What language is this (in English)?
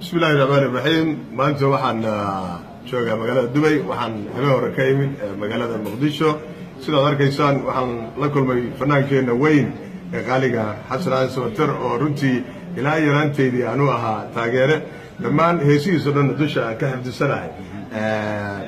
Somali